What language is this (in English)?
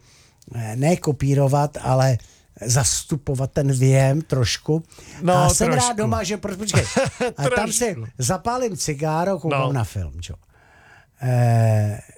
Czech